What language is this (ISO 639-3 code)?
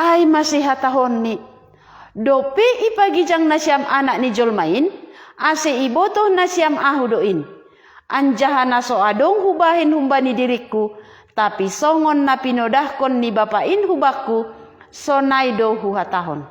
bts